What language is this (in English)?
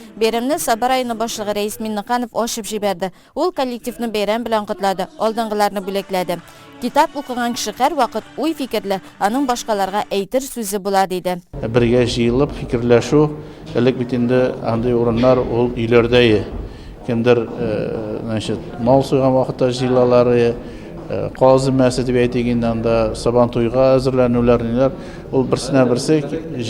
Tatar